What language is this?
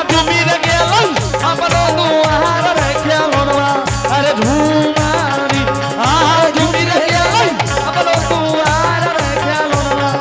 Angika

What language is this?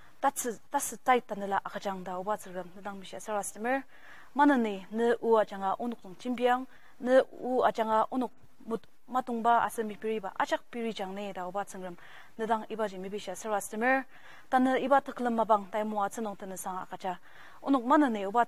Ao Naga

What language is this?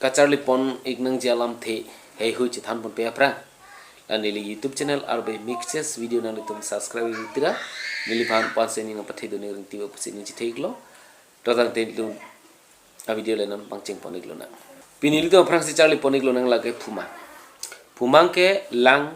Karbi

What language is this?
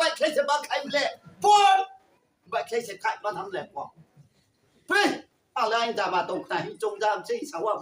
Riang (India)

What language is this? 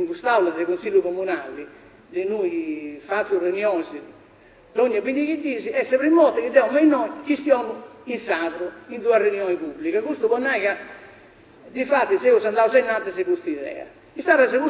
Sardinian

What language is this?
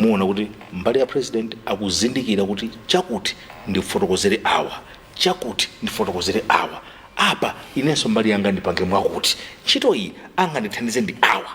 Nyanja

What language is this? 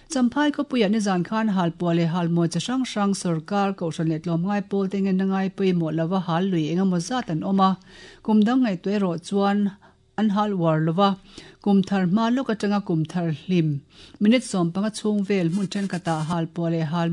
Mizo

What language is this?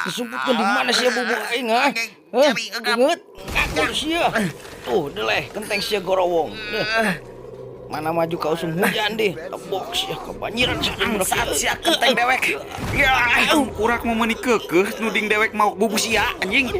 Sundanese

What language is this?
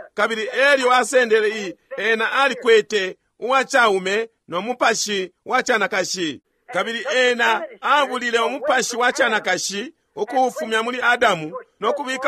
Bemba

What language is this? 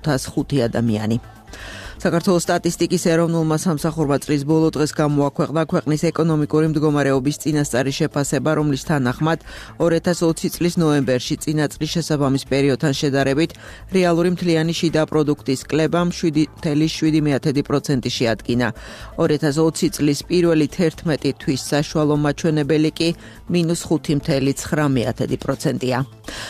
Georgian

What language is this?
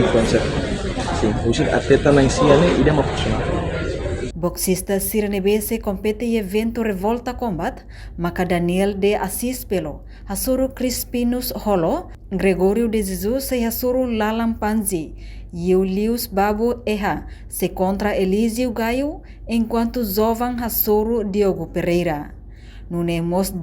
Tetum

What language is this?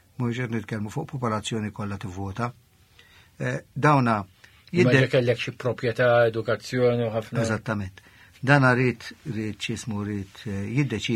Maltese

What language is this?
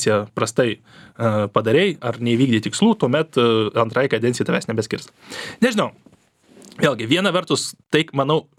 Lithuanian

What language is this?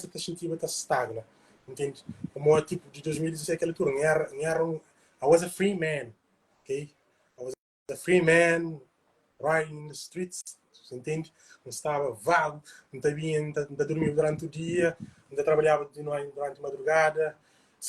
Kabuverdianu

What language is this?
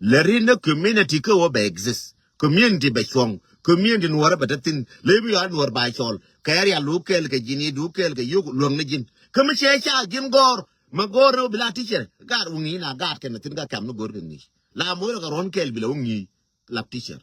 Nuer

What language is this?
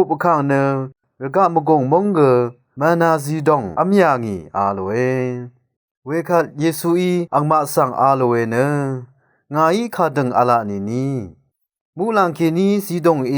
Rawang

